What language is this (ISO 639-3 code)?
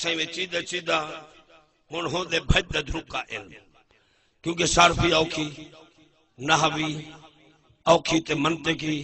skr